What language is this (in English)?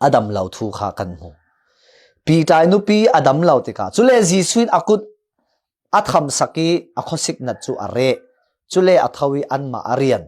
Falam Chin